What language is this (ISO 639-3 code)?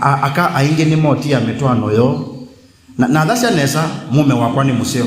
kam